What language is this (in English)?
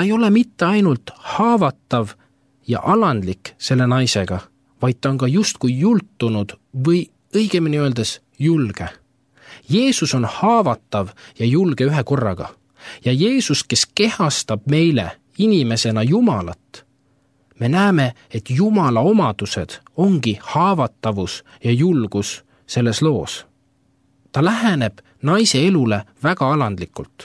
Estonian